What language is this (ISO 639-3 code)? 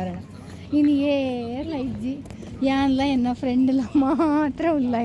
tcy